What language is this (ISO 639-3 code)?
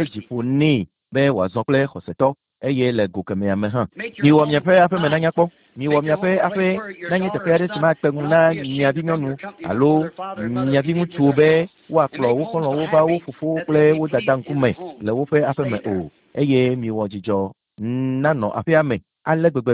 ewe